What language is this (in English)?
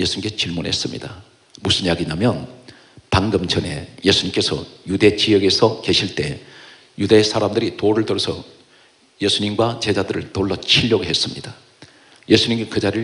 Korean